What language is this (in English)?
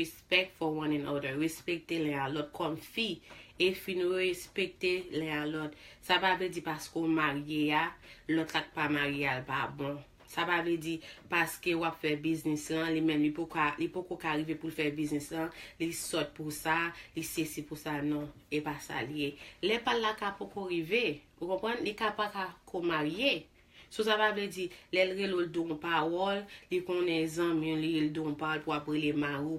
Haitian Creole